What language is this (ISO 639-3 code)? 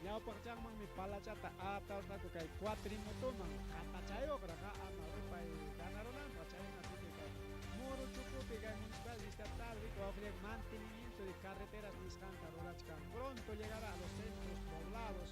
quy